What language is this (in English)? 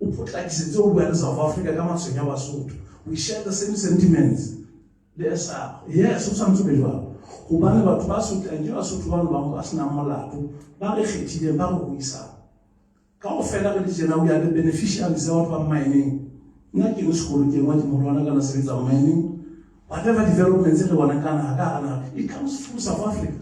Southern Sotho